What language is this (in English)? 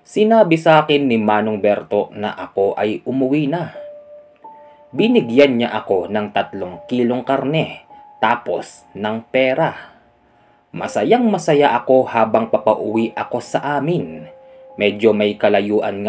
Filipino